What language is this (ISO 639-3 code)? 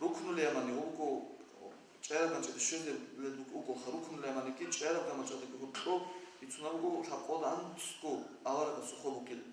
ava